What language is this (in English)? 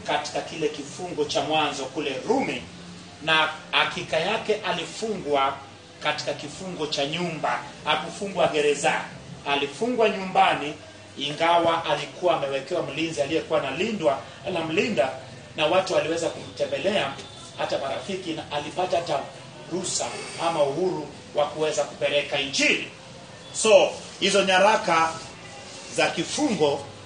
Swahili